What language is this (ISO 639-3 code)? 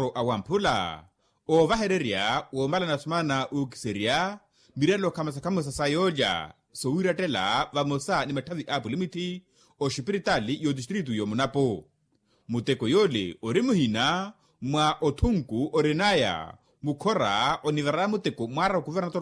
vmw